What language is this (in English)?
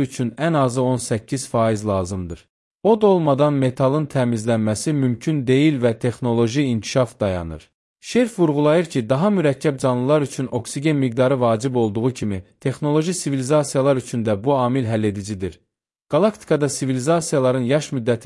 Azerbaijani